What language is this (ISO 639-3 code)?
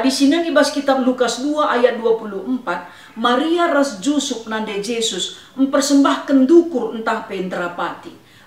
btx